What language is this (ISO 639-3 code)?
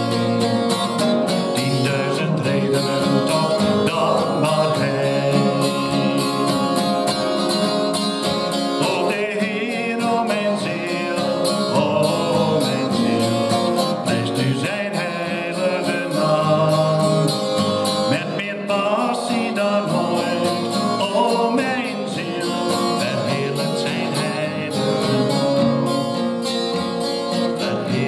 nld